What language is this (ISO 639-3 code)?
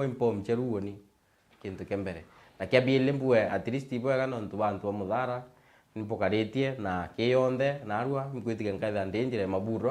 mer